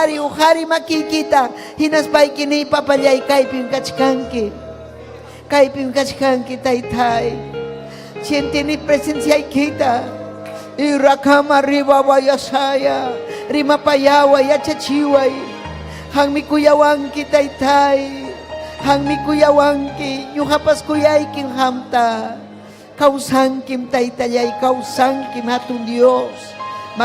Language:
Ayacucho Quechua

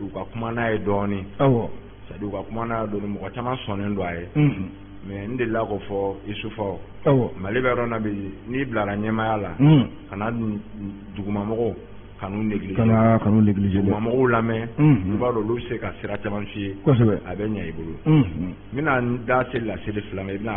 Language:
Bambara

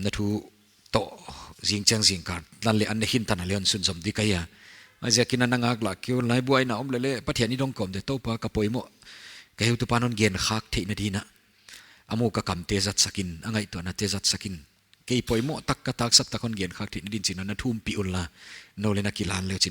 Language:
Paite Chin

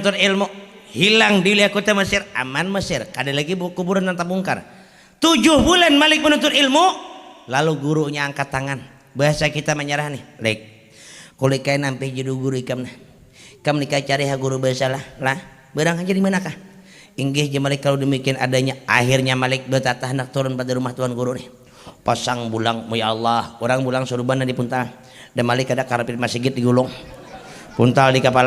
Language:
Banjar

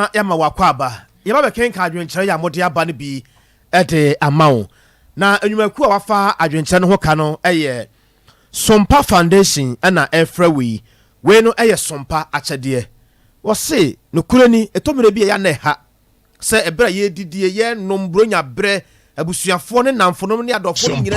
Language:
Akan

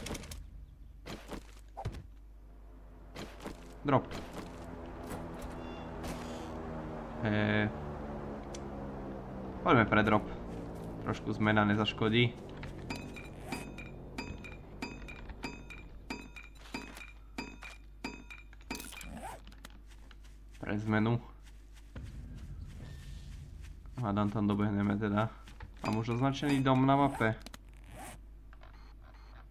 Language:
Slovak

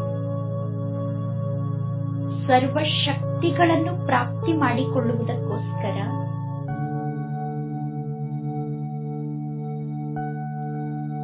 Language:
Kannada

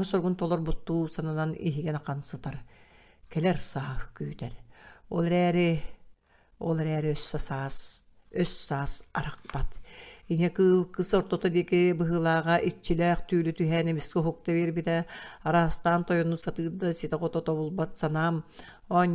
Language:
Yakut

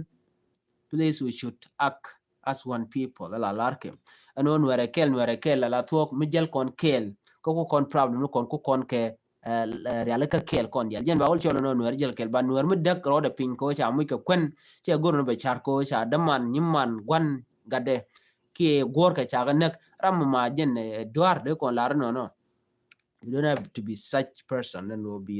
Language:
Nuer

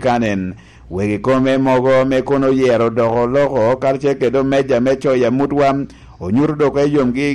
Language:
Lango (Uganda)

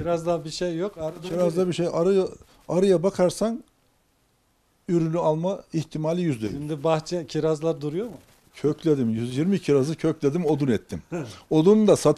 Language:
Turkish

